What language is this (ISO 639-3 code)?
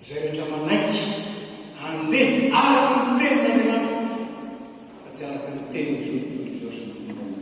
mlg